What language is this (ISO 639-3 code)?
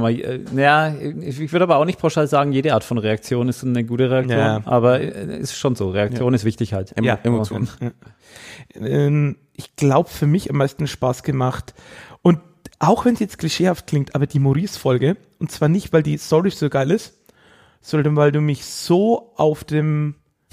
deu